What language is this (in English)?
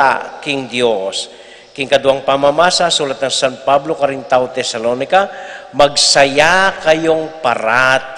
Pampanga